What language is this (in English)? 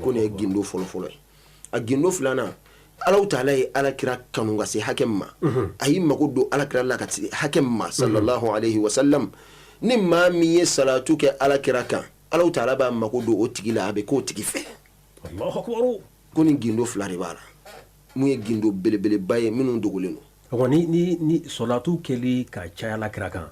Bambara